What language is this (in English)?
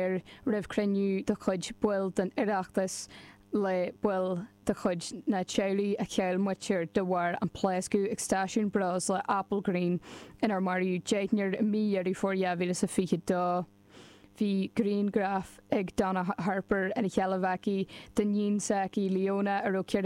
Irish